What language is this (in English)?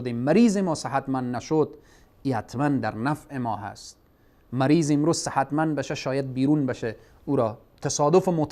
Persian